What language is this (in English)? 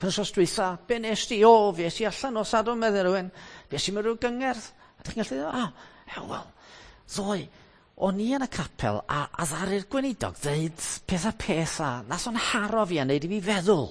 Welsh